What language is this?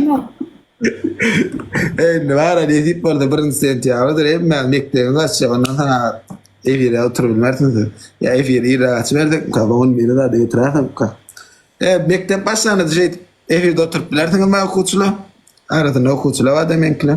Turkmen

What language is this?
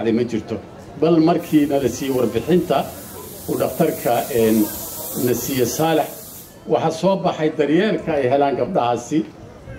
Somali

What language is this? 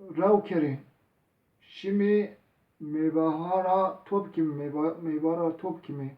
Zaza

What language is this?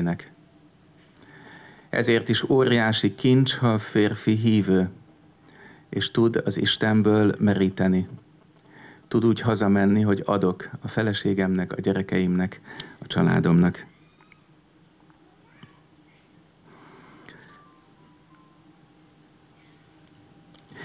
Hungarian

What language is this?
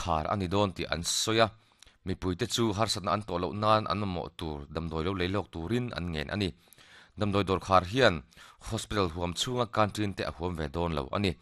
Mizo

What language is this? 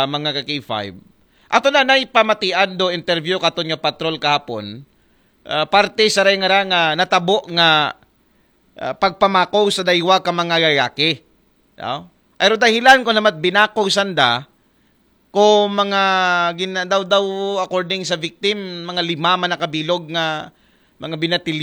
Aklanon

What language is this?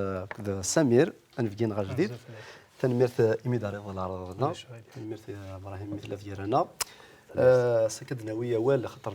Kabyle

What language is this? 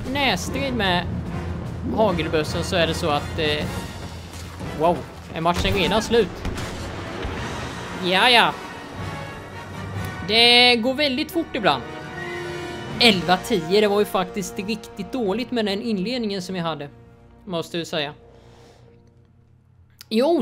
Swedish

